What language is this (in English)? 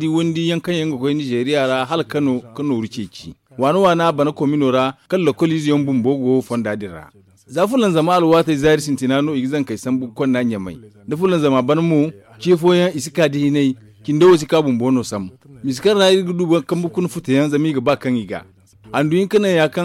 Zarma